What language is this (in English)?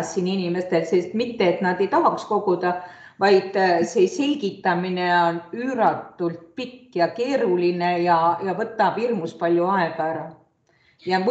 Estonian